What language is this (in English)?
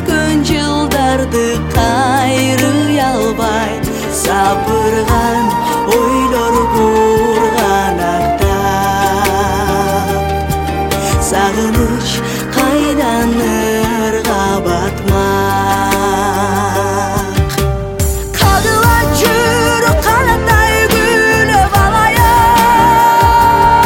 Kyrgyz